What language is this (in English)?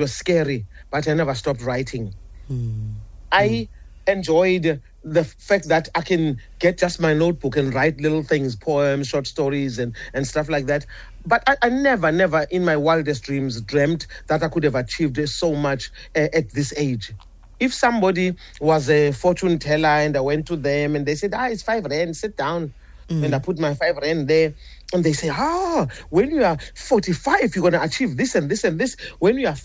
English